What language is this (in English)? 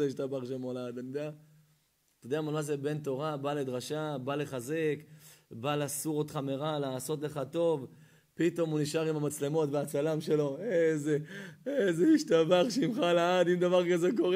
Hebrew